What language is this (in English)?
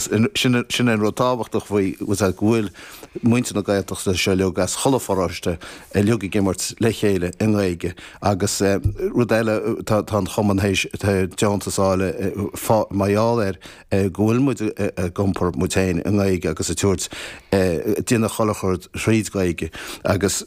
Irish